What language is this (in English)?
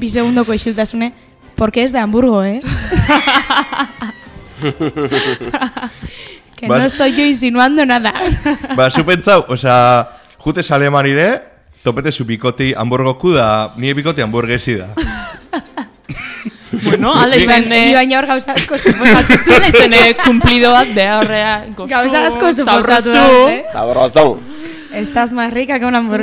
Basque